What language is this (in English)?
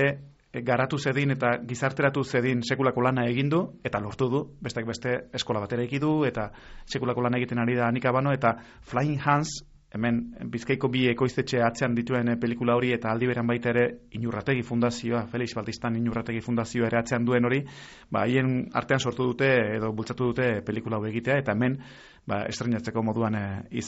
Basque